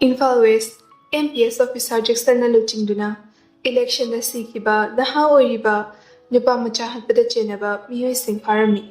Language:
Manipuri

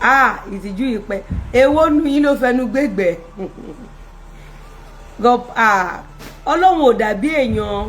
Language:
Yoruba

